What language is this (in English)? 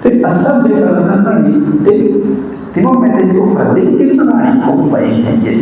Divehi